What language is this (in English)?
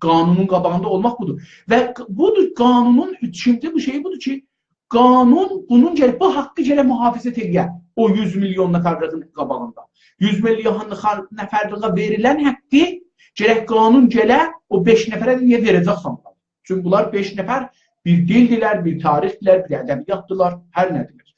South Azerbaijani